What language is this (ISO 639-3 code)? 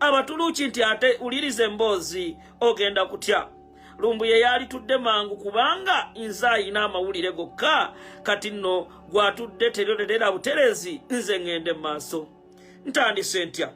lug